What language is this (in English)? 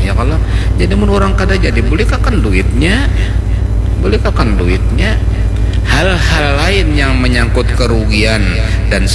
Banjar